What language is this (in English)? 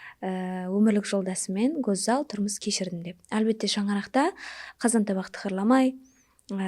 Kara-Kalpak